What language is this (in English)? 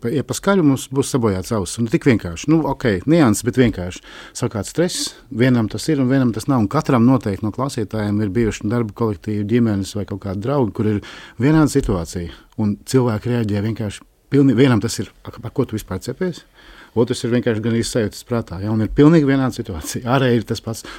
Latvian